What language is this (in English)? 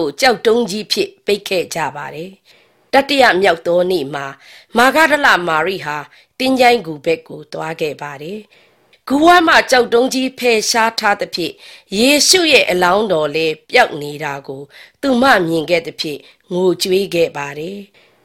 Burmese